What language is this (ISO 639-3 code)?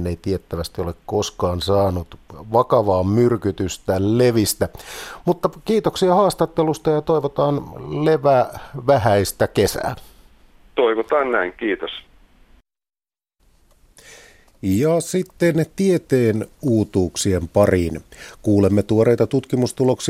fin